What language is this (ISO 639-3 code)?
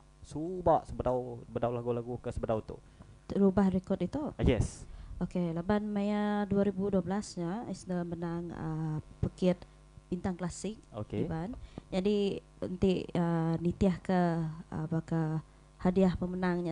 iba